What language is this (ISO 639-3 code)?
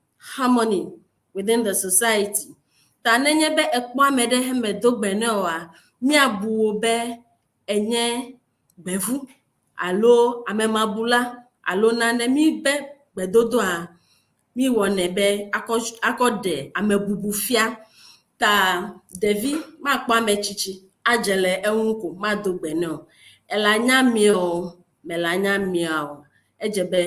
ewe